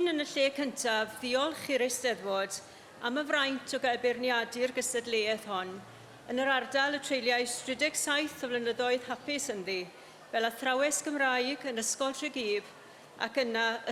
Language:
Welsh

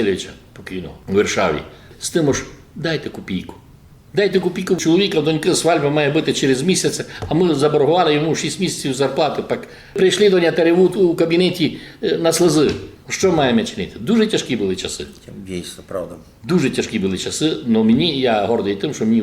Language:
Rusyn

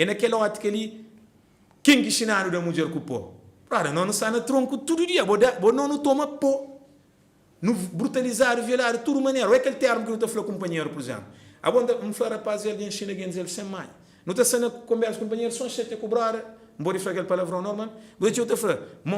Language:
Kabuverdianu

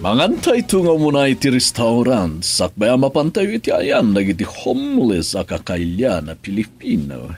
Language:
Iloko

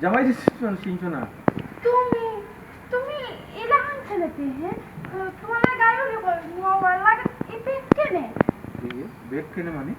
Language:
Sylheti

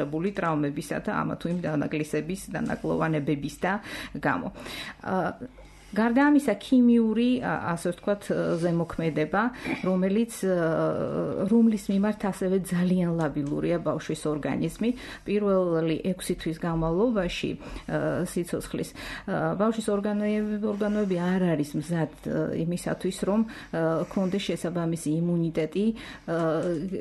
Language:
Georgian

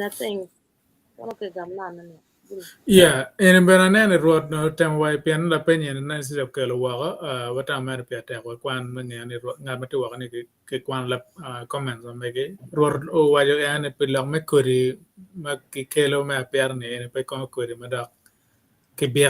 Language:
Acoli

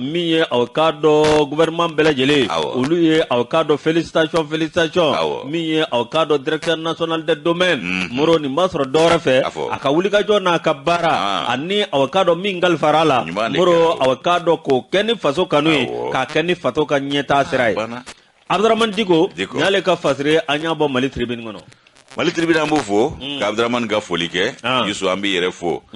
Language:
Bambara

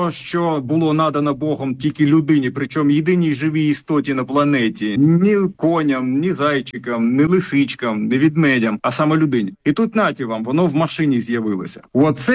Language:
Ukrainian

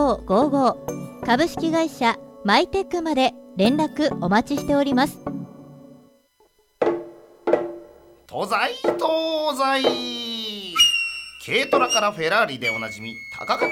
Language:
Japanese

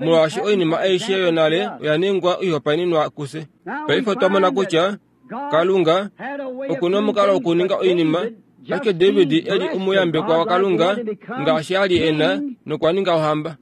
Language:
Kuanyama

